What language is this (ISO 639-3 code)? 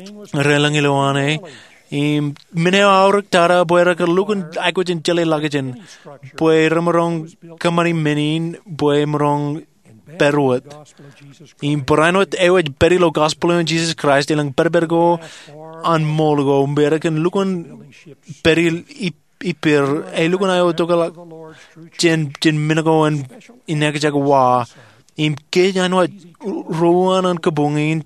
mah